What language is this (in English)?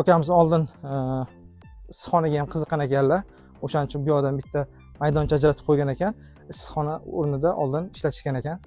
Uzbek